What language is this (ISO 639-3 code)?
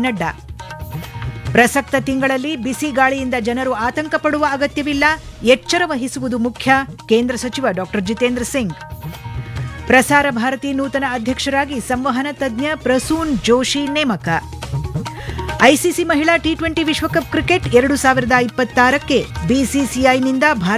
kan